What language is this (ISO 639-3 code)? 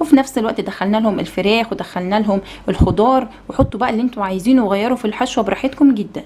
arz